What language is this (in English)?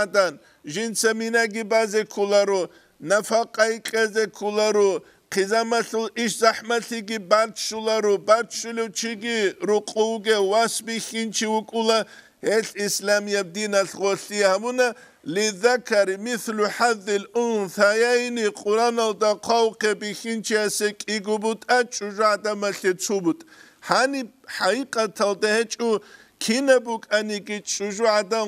Avaric